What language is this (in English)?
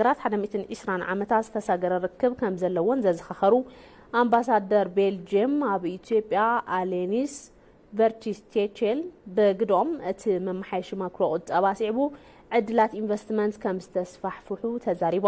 Tigrinya